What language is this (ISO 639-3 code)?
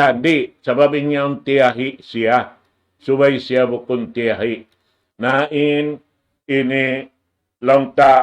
tsg